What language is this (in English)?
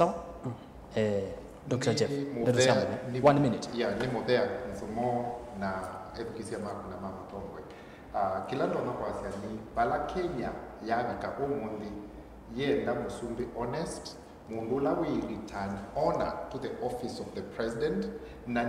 Kamba